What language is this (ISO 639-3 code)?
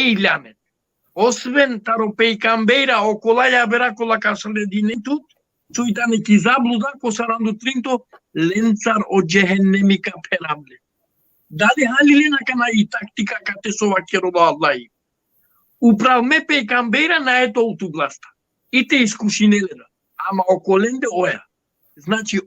rmn